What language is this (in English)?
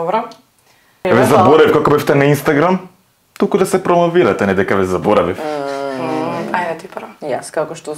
Macedonian